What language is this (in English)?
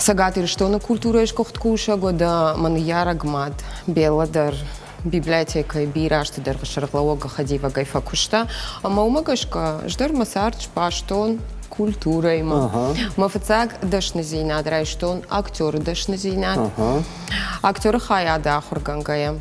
Ossetic